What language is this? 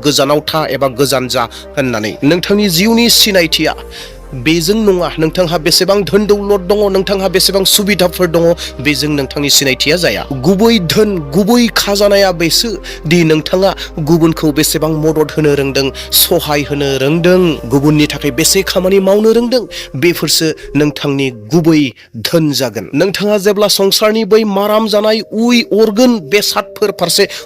Bodo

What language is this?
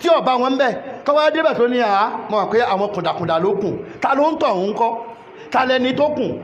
Yoruba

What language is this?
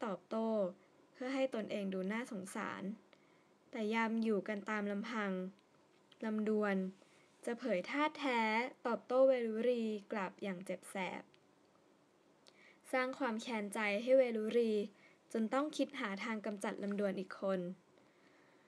Thai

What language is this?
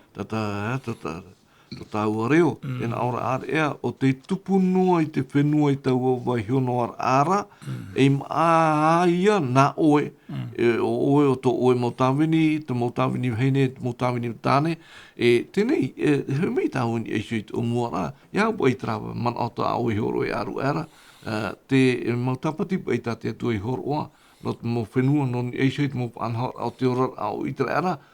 Tahitian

